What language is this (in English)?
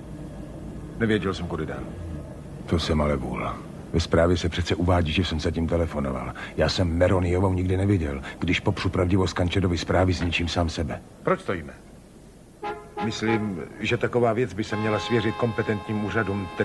Czech